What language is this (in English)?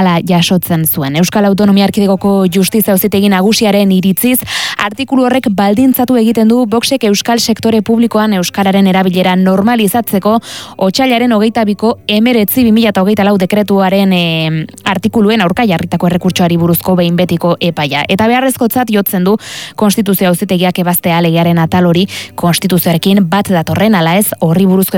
Basque